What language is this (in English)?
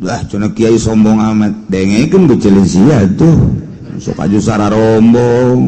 Sundanese